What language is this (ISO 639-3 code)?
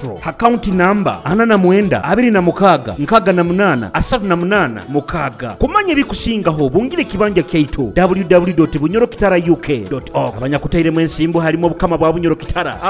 nyo